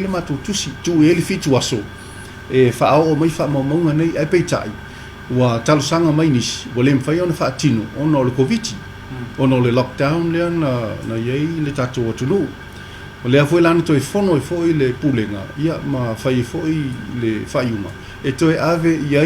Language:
Samoan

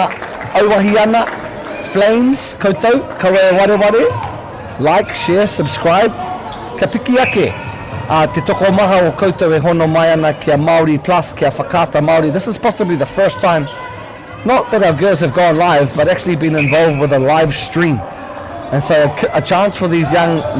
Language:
Māori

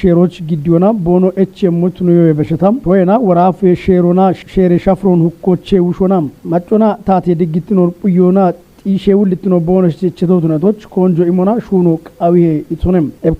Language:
Kafa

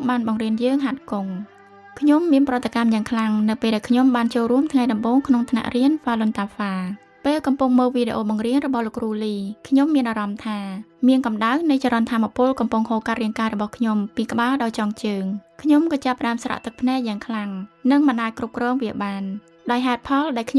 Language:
Khmer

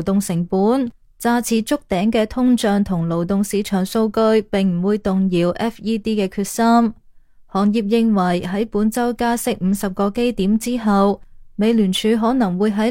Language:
Cantonese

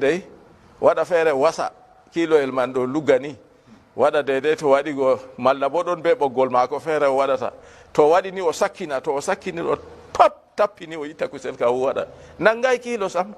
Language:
Fula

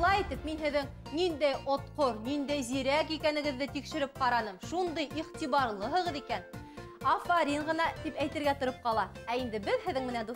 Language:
Bashkir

